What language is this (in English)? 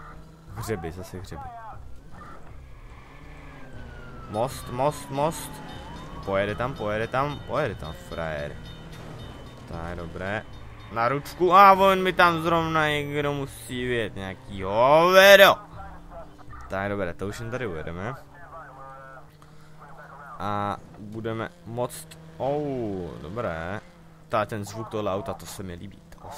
Czech